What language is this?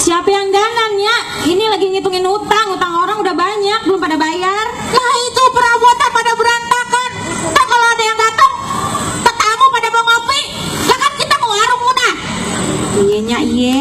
Betawi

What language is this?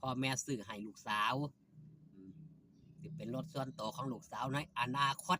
Northeastern Thai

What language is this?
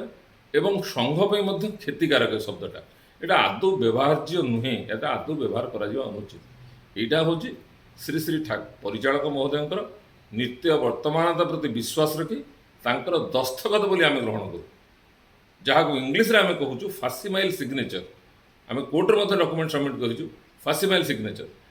Odia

